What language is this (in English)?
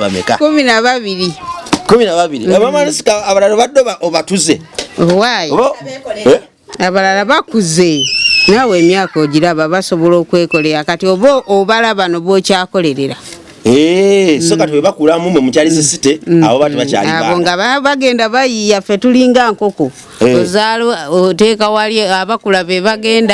Ganda